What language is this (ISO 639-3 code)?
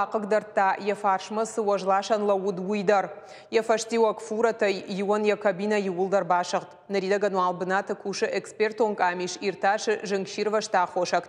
oss